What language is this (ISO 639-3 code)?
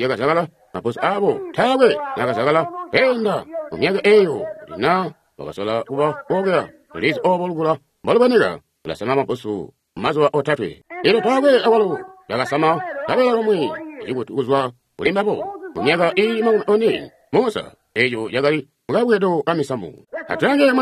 toi